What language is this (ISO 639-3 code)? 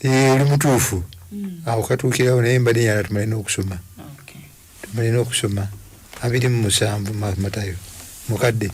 lug